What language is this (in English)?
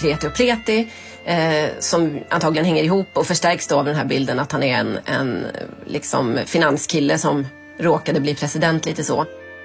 Swedish